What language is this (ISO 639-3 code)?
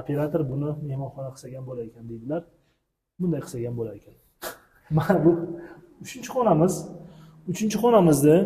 uzb